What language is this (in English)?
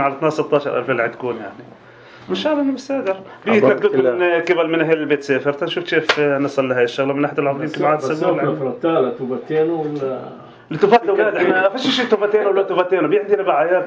North Levantine Arabic